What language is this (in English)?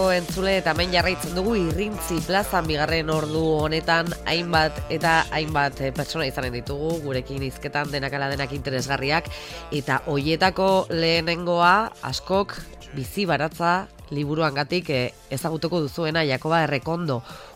Basque